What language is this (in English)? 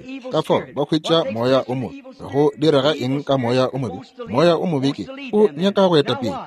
Northern Sotho